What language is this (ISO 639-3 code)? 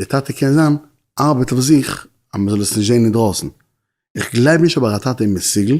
yid